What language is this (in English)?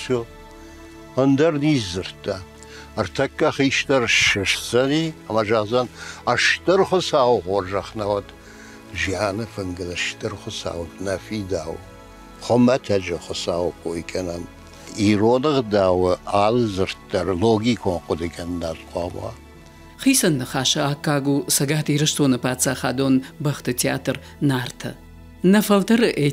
Ossetic